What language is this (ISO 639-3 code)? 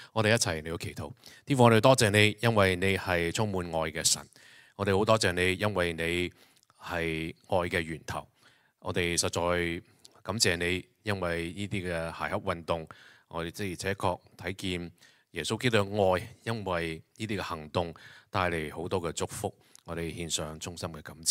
yue